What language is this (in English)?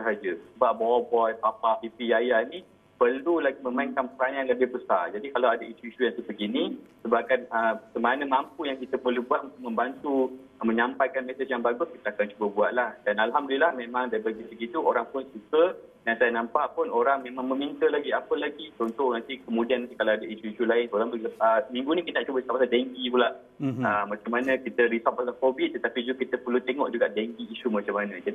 Malay